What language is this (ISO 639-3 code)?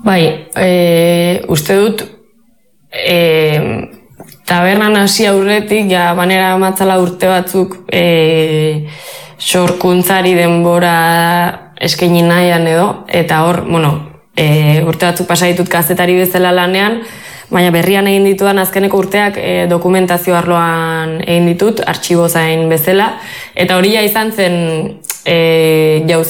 eus